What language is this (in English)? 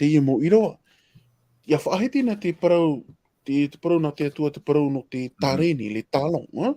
Tahitian